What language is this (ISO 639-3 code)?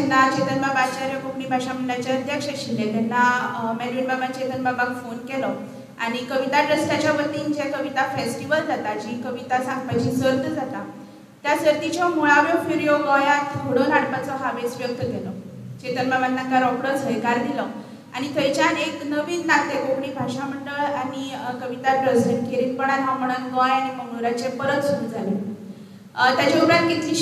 kok